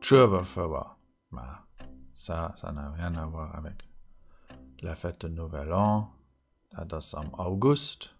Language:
Luxembourgish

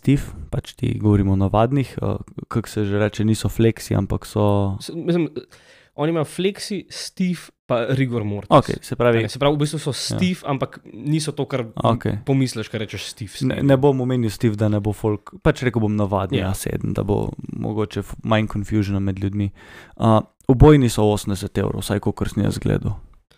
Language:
Slovenian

